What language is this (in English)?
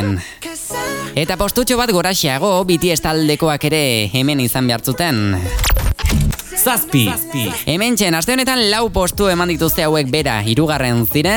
Basque